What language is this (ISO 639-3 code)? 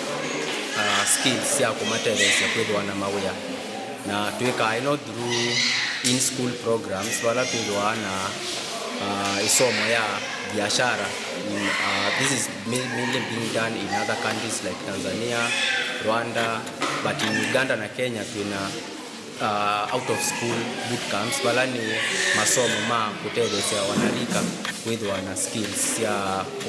kam